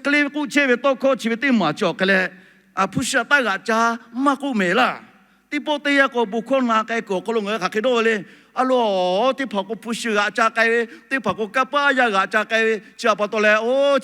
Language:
Lahu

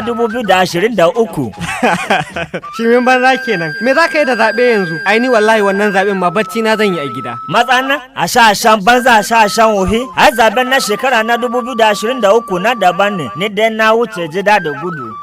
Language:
Hausa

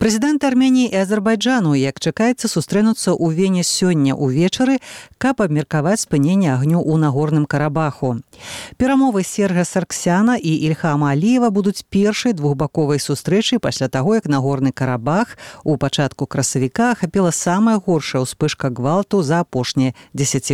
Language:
Belarusian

